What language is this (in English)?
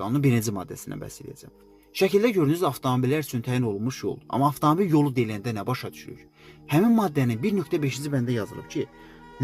Azerbaijani